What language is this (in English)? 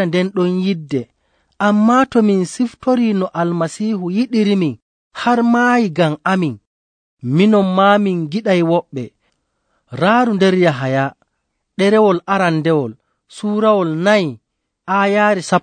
Nigerian Fulfulde